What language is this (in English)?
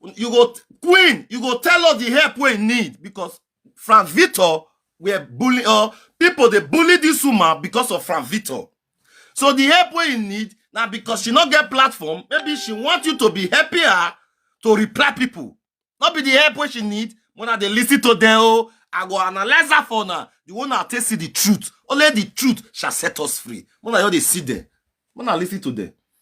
Nigerian Pidgin